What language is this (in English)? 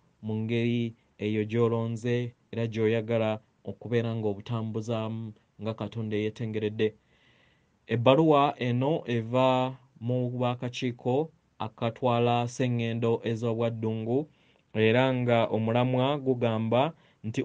Ganda